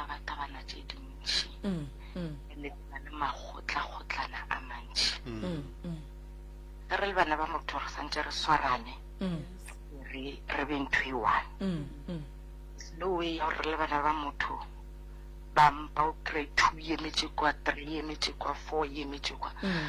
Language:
Northern Sotho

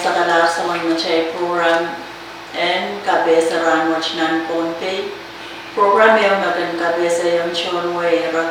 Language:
Pohnpeian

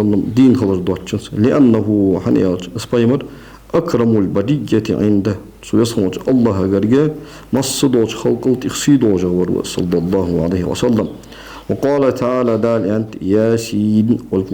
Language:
Ingush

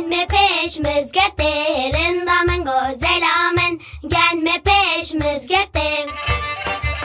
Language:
Kurdish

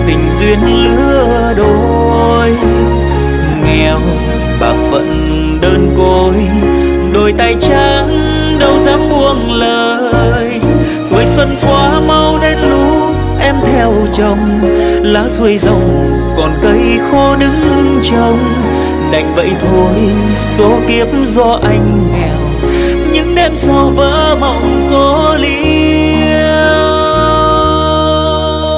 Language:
Vietnamese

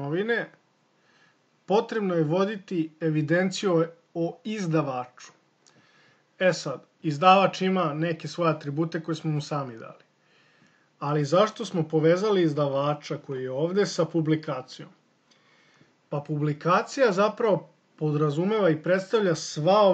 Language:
Serbian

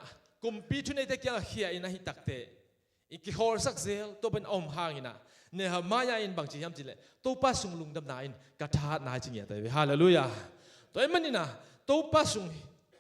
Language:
Tedim Chin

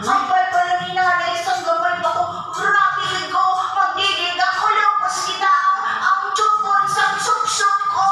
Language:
Hiligaynon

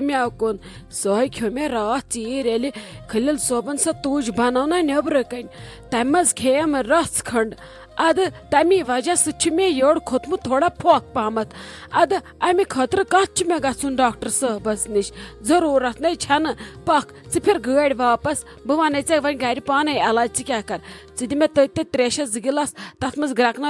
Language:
Kashmiri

